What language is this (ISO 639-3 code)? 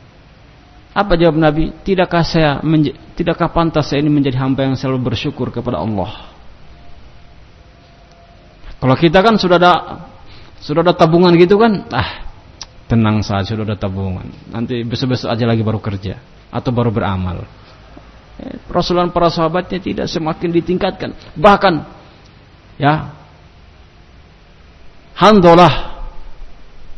ind